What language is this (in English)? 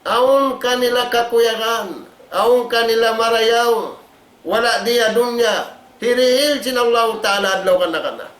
Tausug